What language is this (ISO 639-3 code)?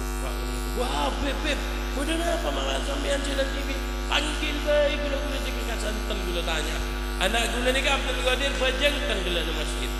mad